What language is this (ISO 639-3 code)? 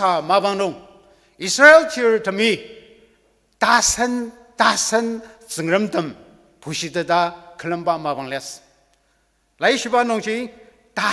njo